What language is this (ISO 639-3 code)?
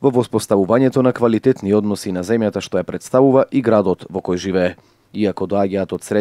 mkd